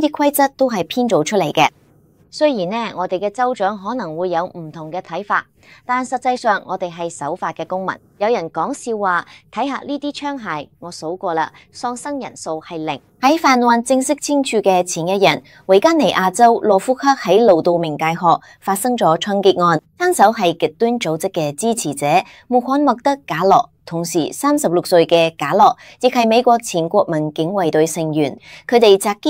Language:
Cantonese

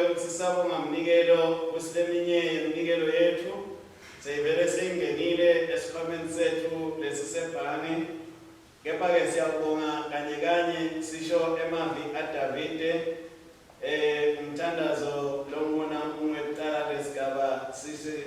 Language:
Swati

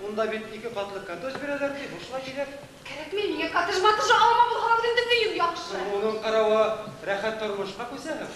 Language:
Bashkir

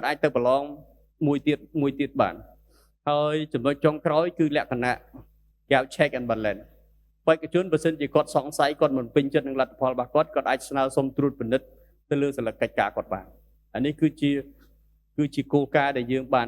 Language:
Khmer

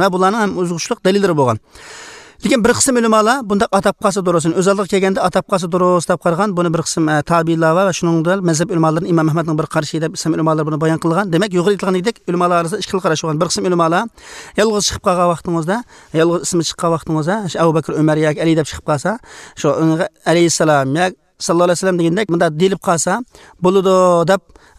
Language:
Uzbek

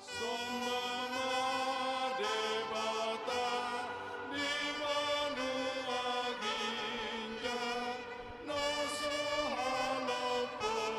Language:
Batak Toba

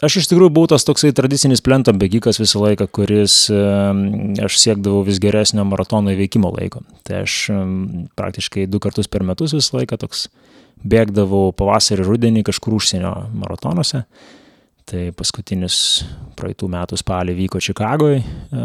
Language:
Lithuanian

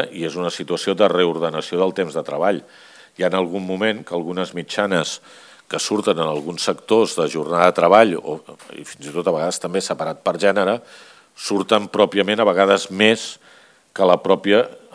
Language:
Catalan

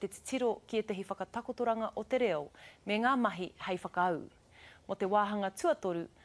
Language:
Māori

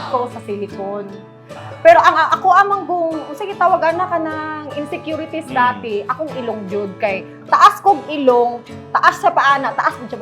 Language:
Cebuano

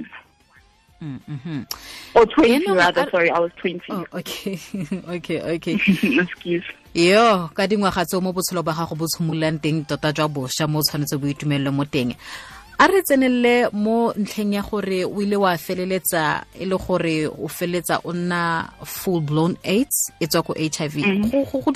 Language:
Tswana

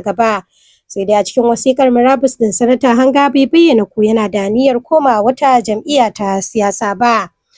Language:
Hausa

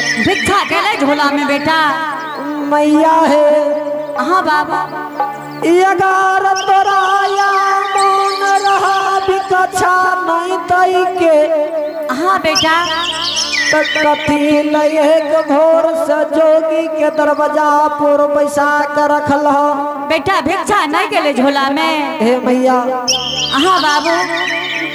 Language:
Angika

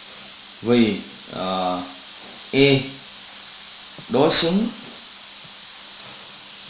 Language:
Vietnamese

